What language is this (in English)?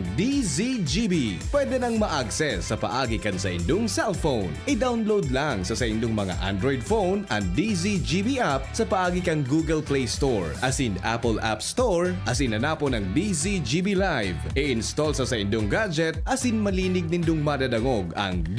Bikol